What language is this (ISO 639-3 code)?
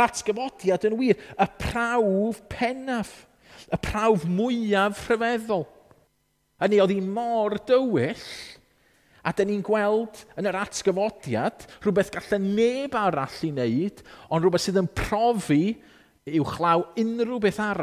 cym